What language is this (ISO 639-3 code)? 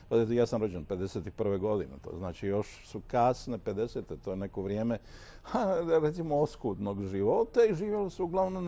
hrv